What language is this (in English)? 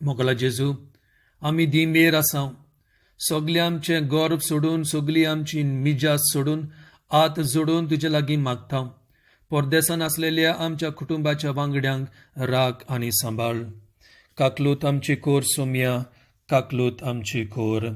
Konkani